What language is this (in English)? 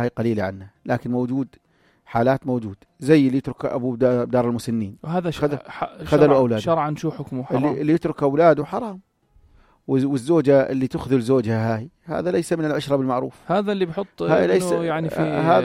North Levantine Arabic